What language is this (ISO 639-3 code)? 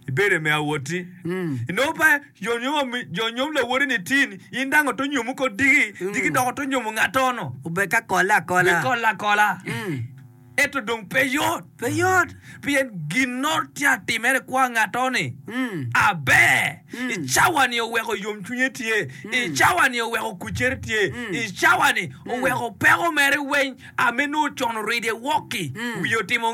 ach